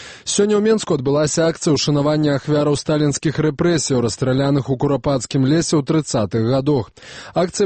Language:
Belarusian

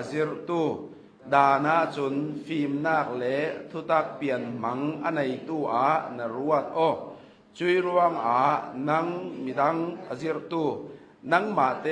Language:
Hakha Chin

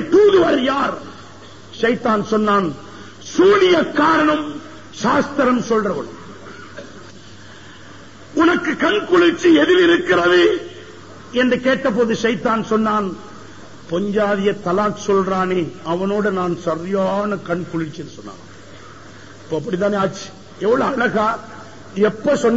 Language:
Tamil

